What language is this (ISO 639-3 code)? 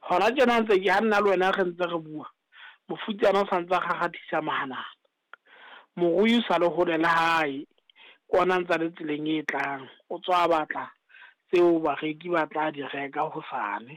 sot